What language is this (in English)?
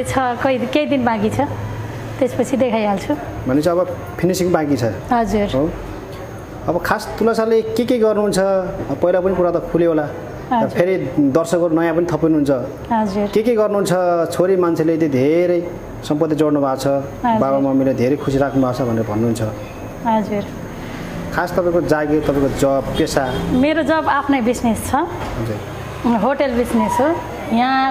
Nepali